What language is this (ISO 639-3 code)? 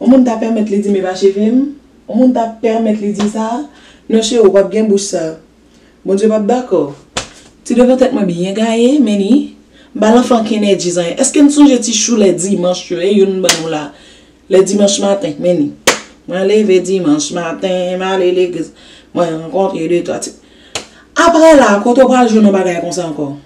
hat